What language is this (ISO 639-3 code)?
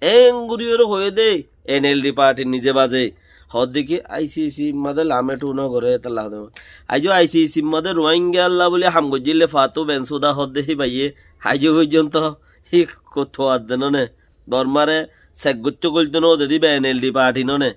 rhg